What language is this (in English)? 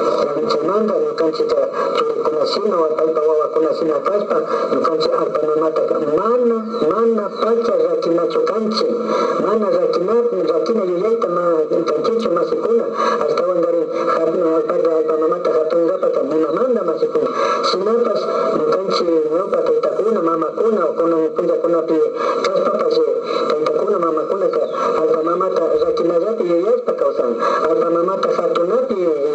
Imbabura Highland Quichua